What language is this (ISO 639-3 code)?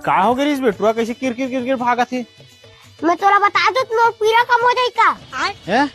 hne